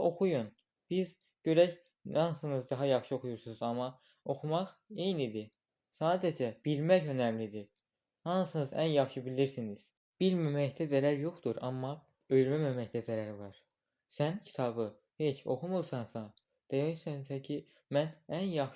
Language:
Azerbaijani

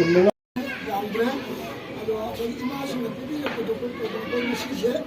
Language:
Manipuri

